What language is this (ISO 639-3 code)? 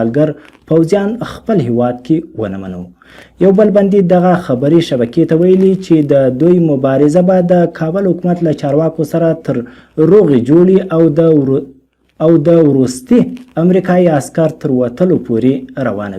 pus